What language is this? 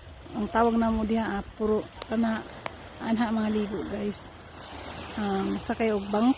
Cebuano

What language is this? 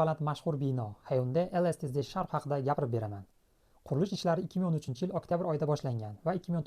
Uzbek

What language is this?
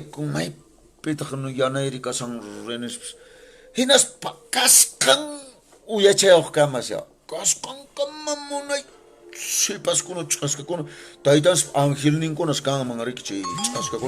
Quechua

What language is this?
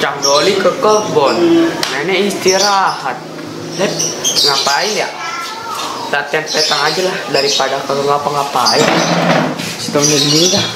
Betawi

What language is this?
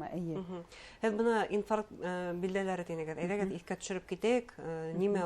Bashkir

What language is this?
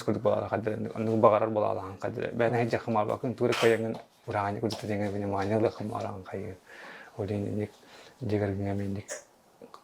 Yakut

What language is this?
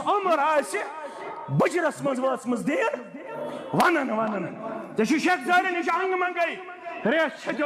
Kashmiri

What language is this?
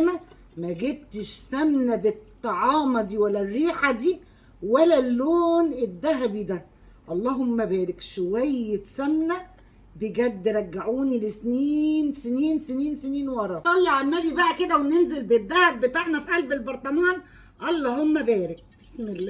Egyptian Arabic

